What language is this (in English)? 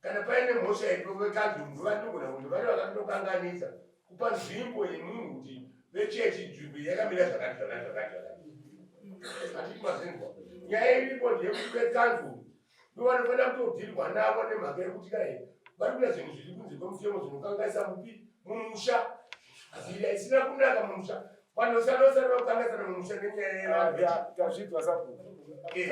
Shona